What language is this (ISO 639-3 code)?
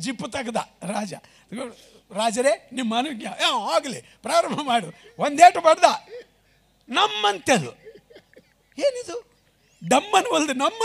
kan